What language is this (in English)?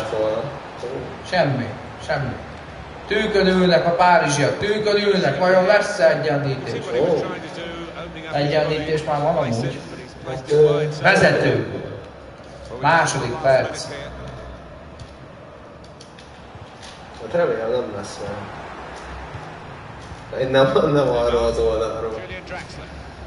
Hungarian